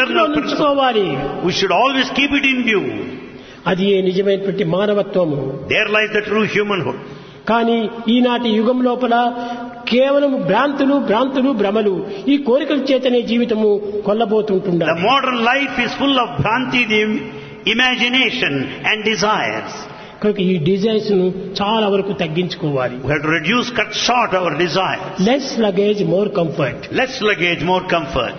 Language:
Telugu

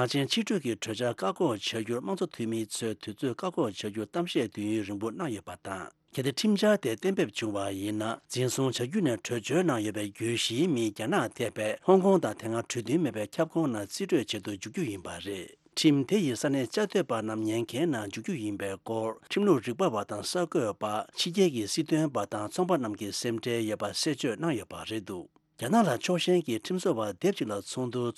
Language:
Tibetan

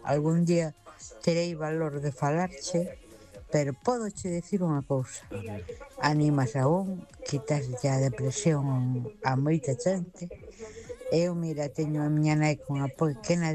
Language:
Galician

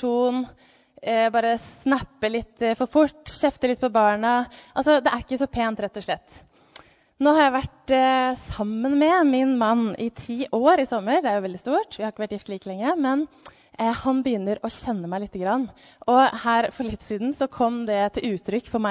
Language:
Norwegian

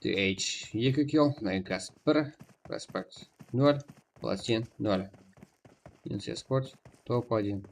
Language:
Kara-Kalpak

